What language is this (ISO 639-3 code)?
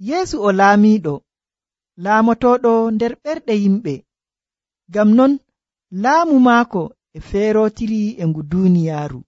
fuv